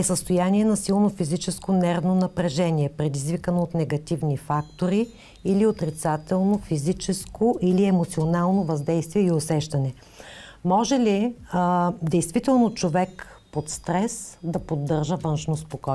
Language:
Bulgarian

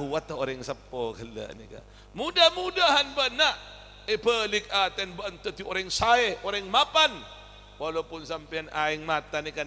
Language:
Madurese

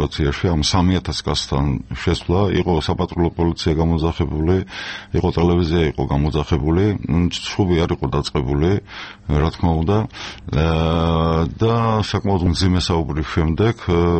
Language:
Georgian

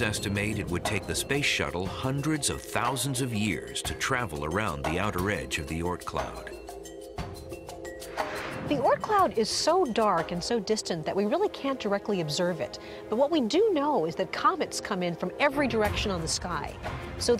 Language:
English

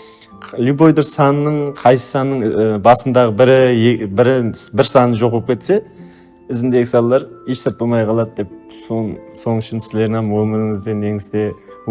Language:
Kara-Kalpak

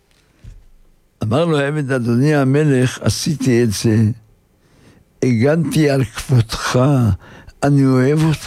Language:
Hebrew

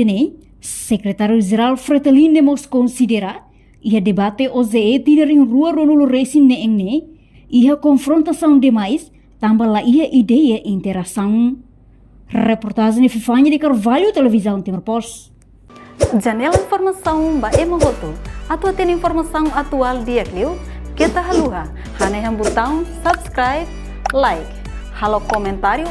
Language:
Tetum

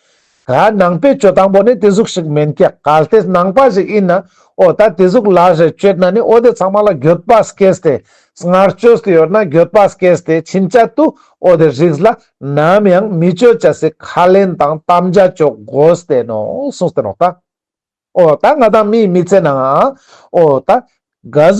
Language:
Ladakhi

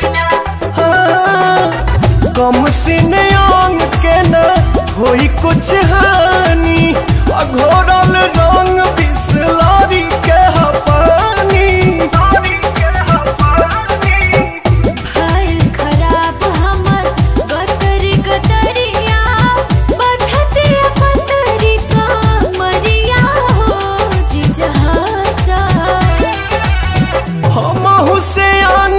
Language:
Bhojpuri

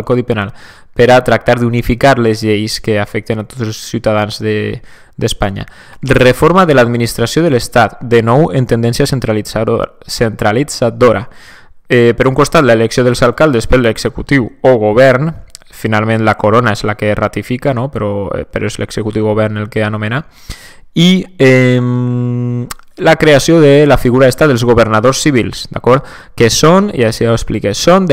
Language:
Catalan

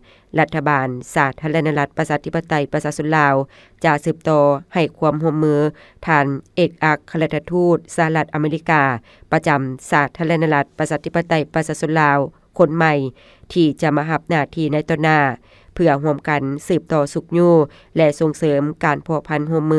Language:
Lao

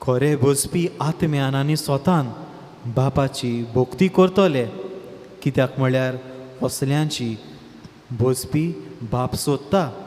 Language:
Konkani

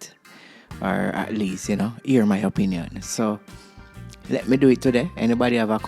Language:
Jamaican Creole English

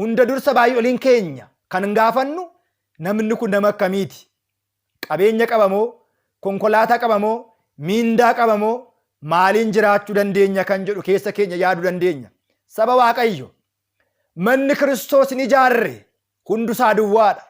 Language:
Oromo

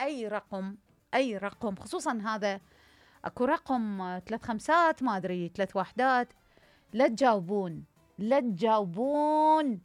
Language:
Mesopotamian Arabic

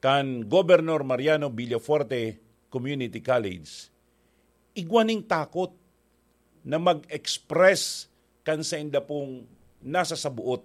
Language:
Bikol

